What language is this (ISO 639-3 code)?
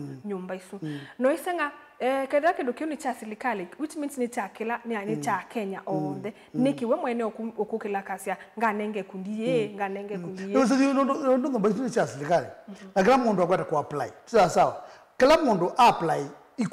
kam